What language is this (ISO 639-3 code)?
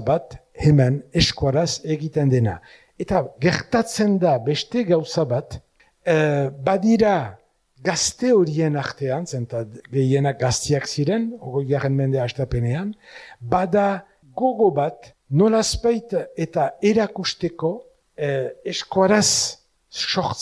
eus